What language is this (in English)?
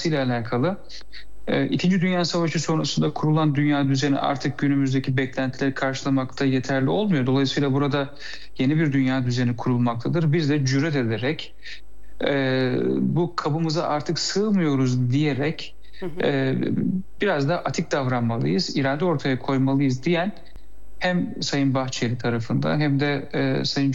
Turkish